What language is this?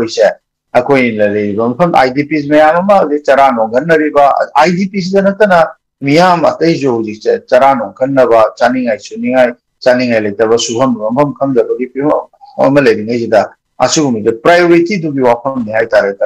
Manipuri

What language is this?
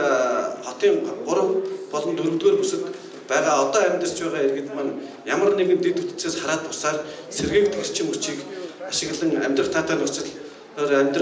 Mongolian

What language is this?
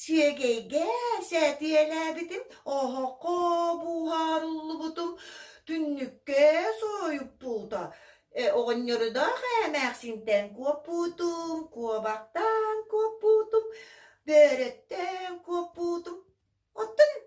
Yakut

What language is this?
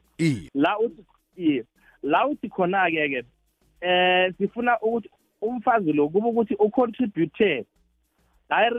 South Ndebele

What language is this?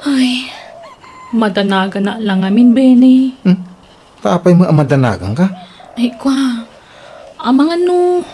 Iloko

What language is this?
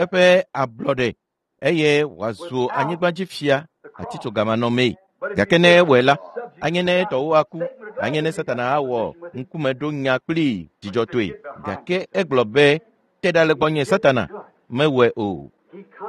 Ewe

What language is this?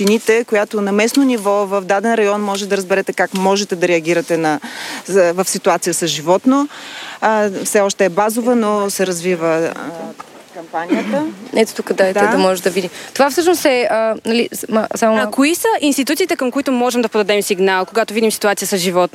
Bulgarian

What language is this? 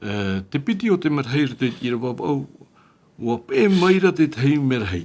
Tahitian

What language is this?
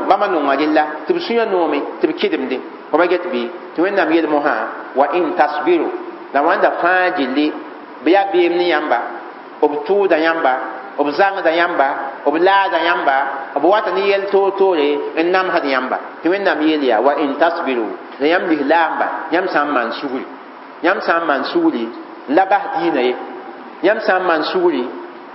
Mossi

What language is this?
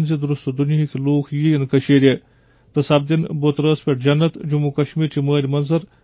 Kashmiri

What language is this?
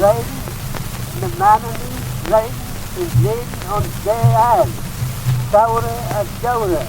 Manx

